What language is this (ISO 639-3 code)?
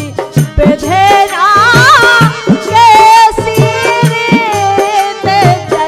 bns